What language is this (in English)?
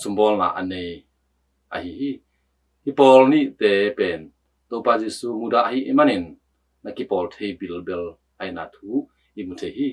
Tedim Chin